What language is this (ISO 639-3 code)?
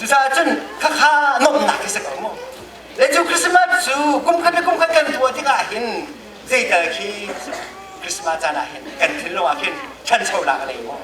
cnh